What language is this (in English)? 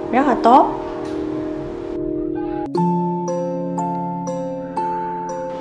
Vietnamese